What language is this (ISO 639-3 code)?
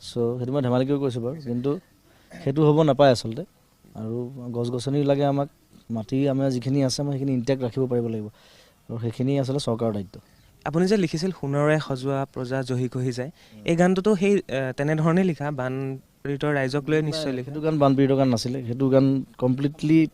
asm